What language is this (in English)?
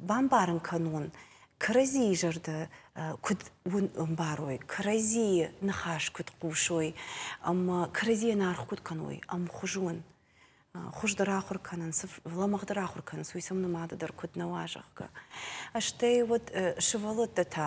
Ossetic